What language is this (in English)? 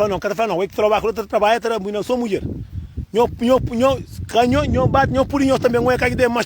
Kabuverdianu